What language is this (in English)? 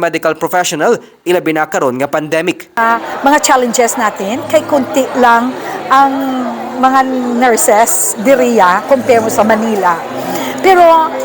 Hiligaynon